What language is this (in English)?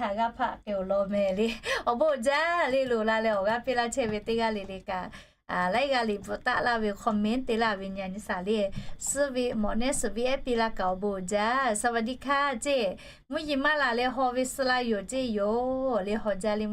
Lahu